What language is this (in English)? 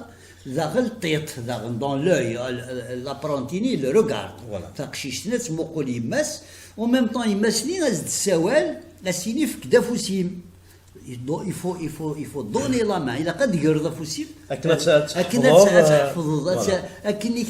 Kabyle